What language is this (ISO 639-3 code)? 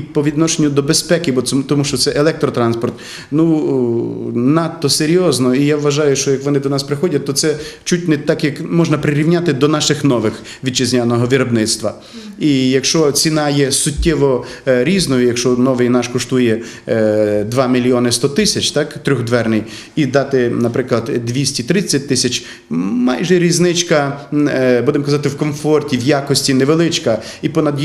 ukr